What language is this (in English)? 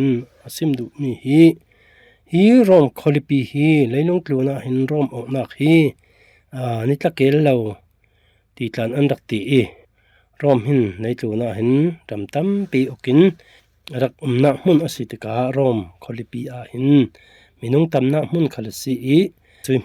Falam Chin